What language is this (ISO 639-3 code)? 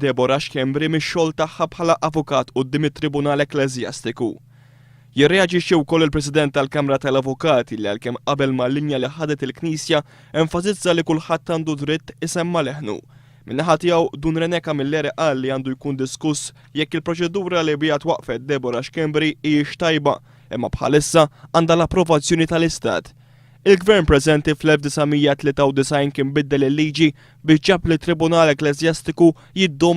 mlt